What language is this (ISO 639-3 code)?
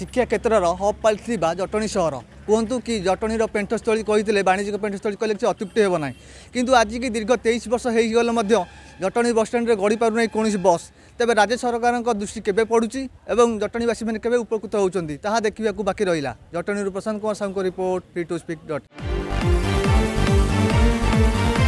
ori